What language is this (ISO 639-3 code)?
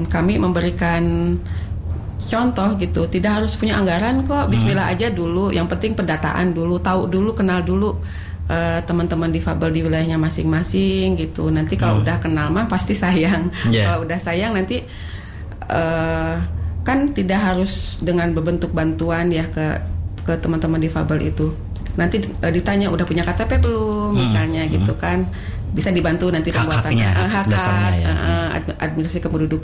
ind